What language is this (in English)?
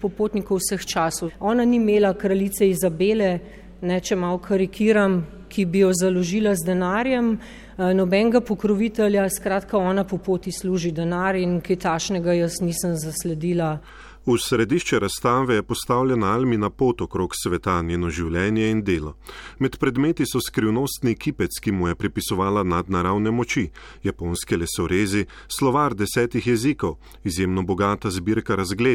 Slovenian